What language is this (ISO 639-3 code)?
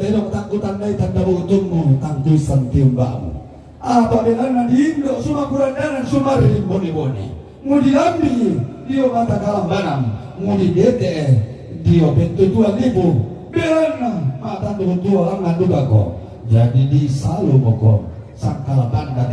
sda